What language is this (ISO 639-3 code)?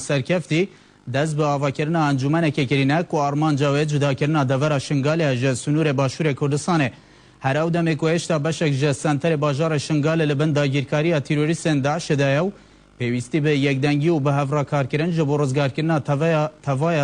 kur